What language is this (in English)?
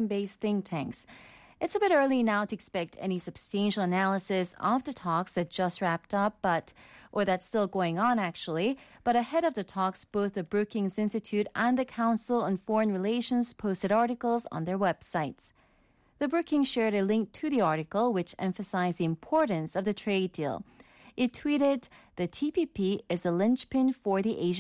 English